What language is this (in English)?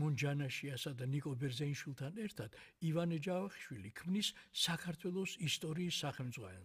Georgian